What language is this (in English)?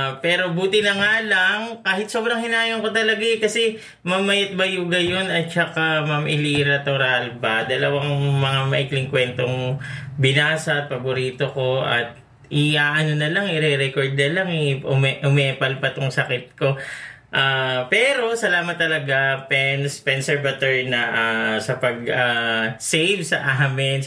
Filipino